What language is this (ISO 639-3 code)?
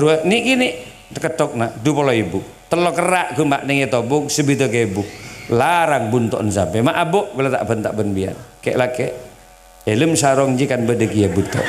mad